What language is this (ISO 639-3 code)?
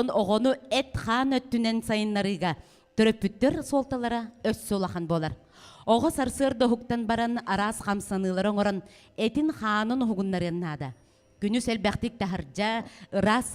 sah